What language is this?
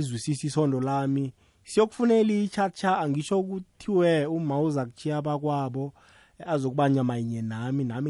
South Ndebele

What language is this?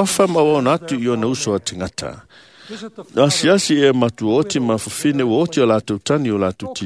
Samoan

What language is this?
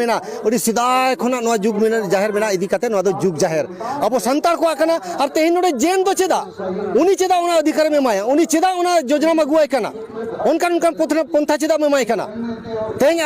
Santali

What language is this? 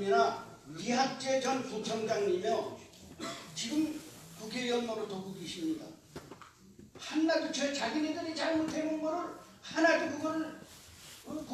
Korean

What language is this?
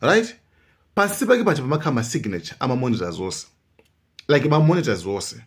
Nyanja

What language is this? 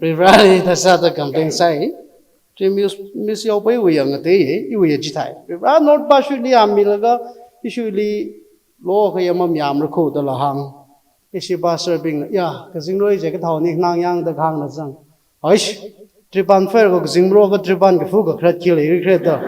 Tangkhul Naga (India)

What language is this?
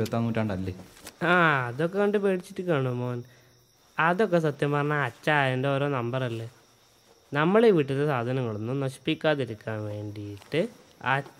Malayalam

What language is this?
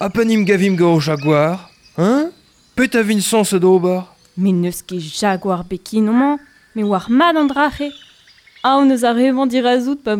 Breton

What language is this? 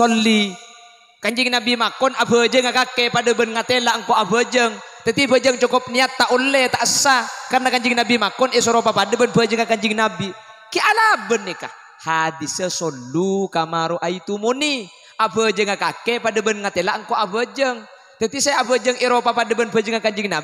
Madurese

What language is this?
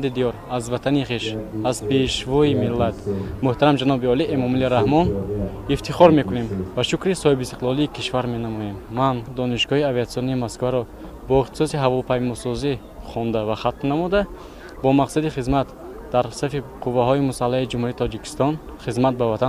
Tajik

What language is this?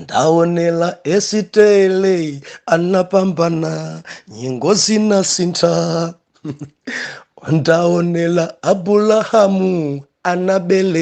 Nyanja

